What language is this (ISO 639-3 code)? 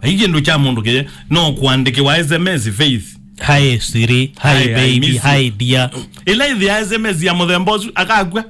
kam